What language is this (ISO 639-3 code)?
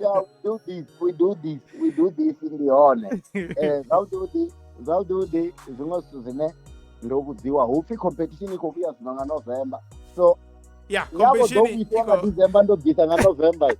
ven